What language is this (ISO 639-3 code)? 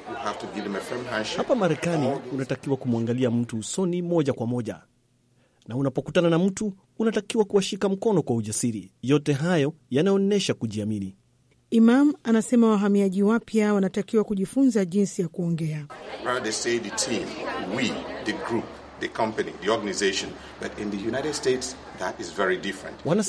swa